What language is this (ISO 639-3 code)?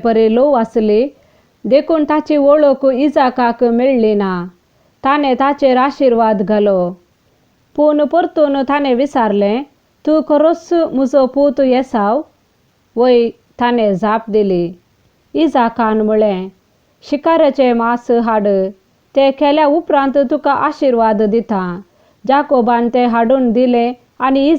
kok